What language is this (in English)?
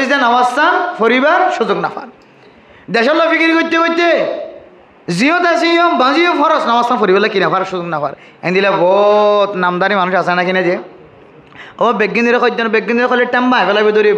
Rohingya